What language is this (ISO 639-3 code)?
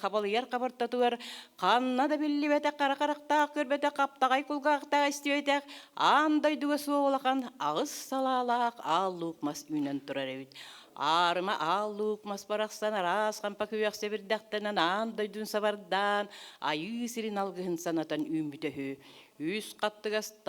sah